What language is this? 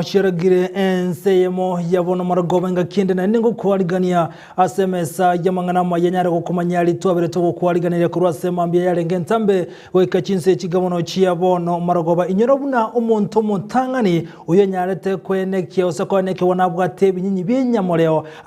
Gusii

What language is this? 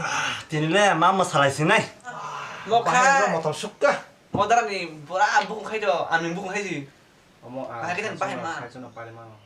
Kok Borok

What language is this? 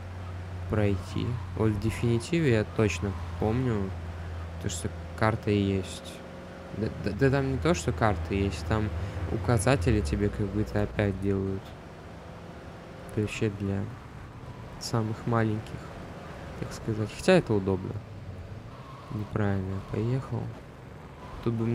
Russian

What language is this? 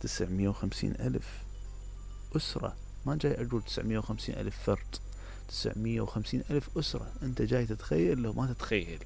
Mesopotamian Arabic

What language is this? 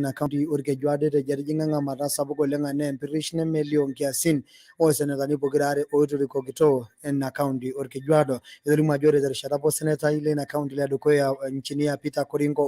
Masai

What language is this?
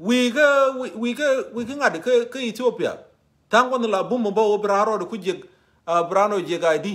Nuer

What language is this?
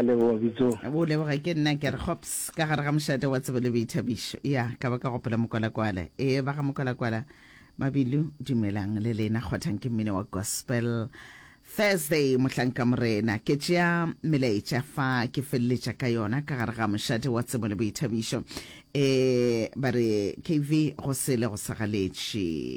Northern Sotho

